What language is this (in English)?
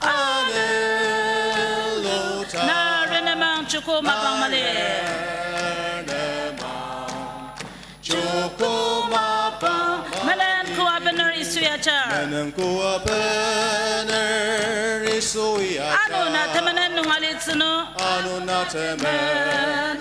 Ao Naga